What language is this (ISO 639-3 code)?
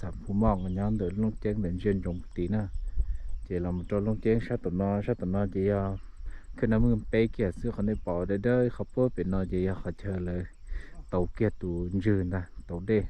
hmn